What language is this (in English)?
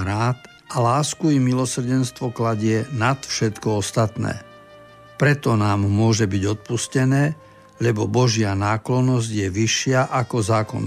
Slovak